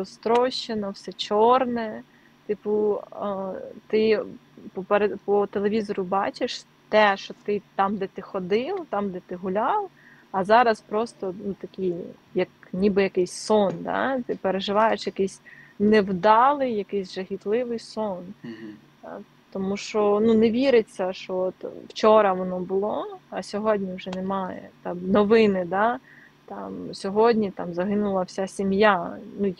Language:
Ukrainian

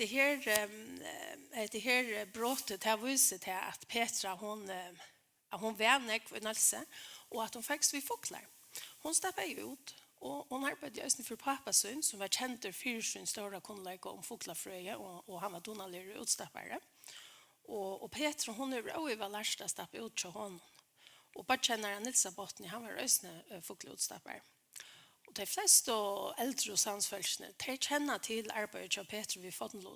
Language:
Faroese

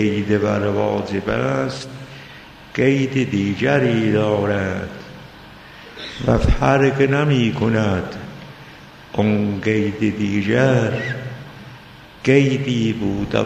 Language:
Persian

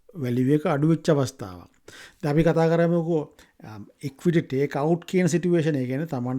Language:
Sinhala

